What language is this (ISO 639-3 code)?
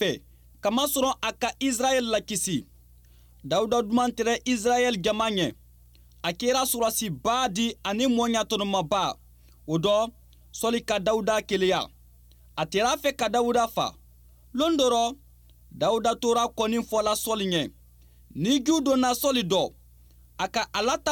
bam